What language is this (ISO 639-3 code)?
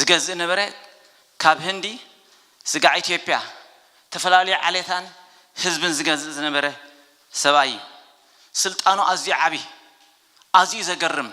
tir